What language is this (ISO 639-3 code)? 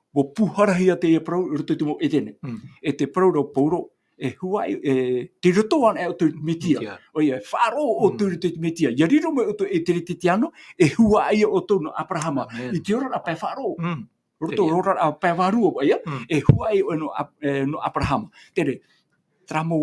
tah